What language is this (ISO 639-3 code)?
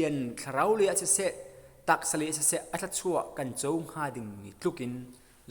cnh